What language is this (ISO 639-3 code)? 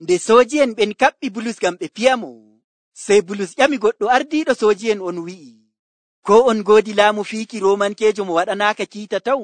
fuv